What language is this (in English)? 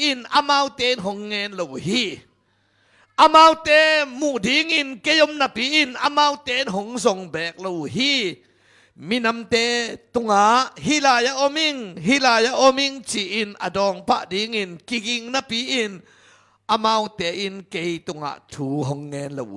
Tedim Chin